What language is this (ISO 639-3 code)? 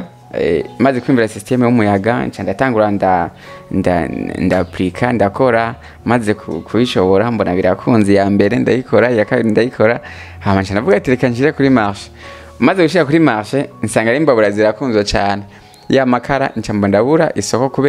run